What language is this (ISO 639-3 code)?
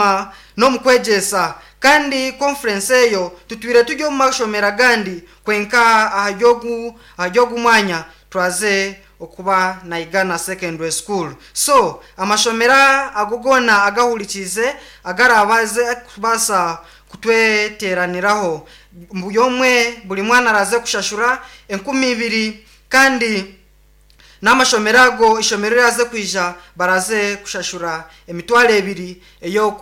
nyn